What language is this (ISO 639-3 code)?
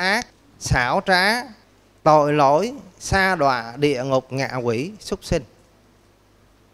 vie